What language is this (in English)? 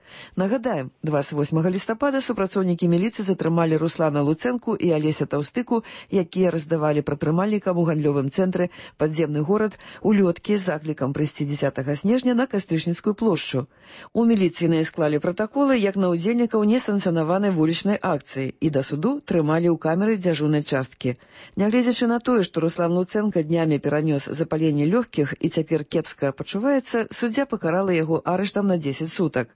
Belarusian